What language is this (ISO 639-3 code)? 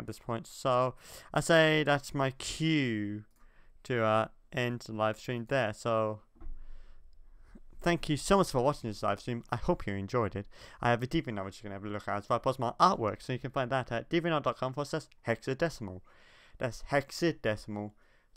eng